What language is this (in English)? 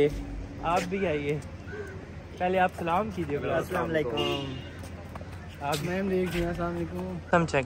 Hindi